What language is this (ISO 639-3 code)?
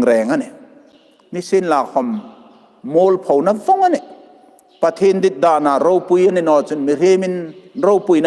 hmr